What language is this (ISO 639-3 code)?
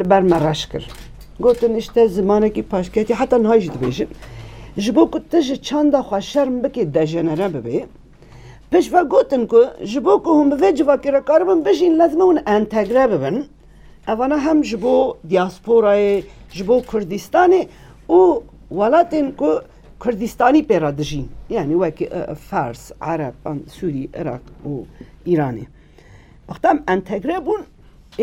kur